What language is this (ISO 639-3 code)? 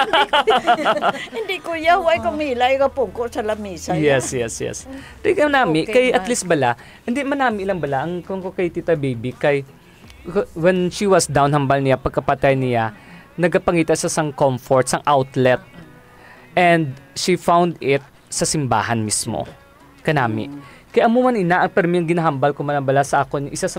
hil